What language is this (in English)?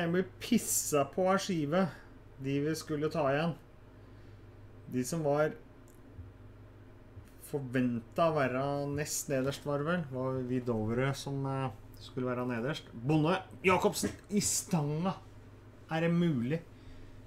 Norwegian